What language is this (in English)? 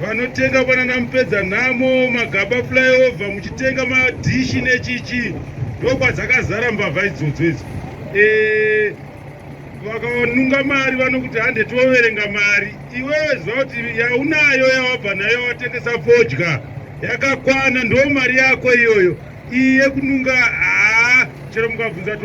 Shona